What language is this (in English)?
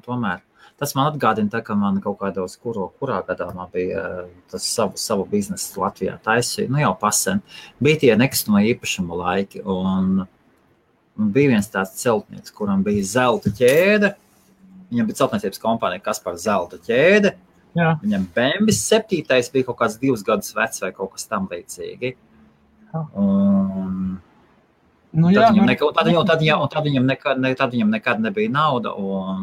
Latvian